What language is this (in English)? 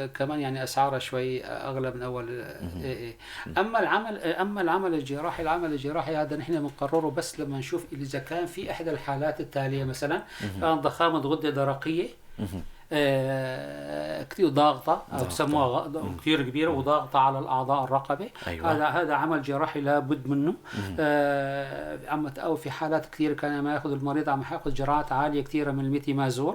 North Levantine Arabic